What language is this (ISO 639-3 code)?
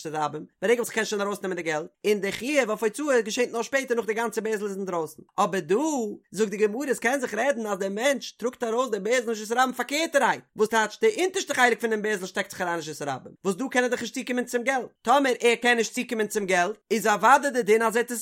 yid